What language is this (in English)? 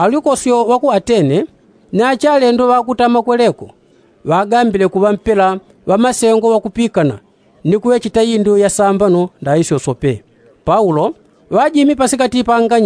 Yao